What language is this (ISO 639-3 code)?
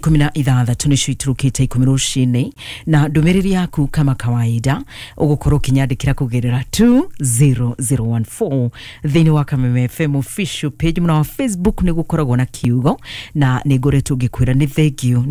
kik